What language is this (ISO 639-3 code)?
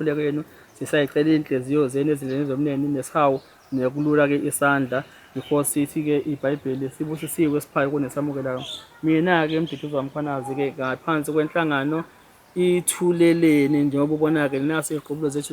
zul